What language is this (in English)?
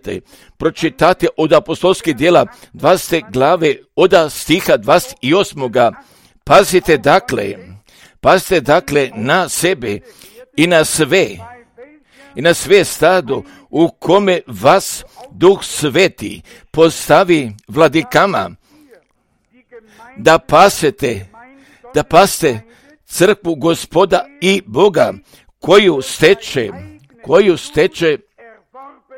Croatian